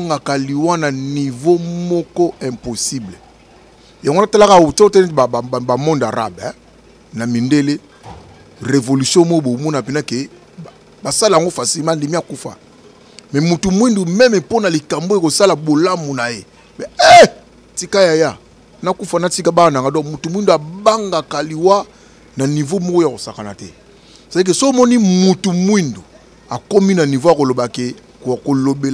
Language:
Lingala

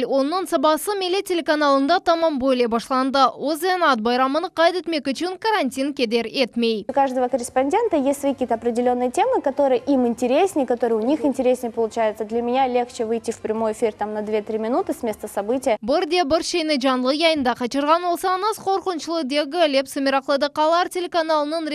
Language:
Crimean Tatar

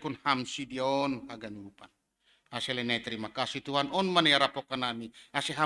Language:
Batak Simalungun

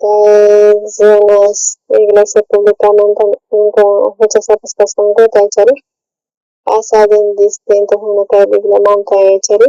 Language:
South Bolivian Quechua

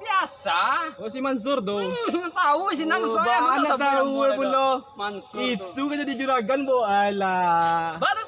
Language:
Minangkabau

